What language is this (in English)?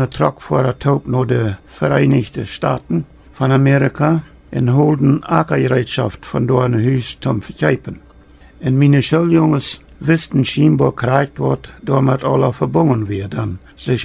Plautdietsch